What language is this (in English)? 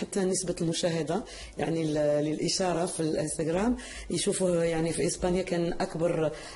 Algerian Arabic